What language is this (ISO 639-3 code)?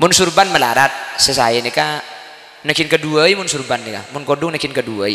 mad